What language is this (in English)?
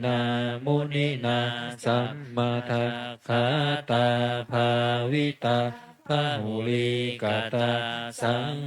Pali